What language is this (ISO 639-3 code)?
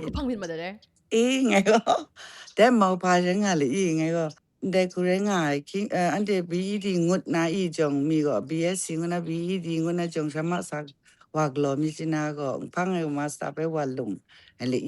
kac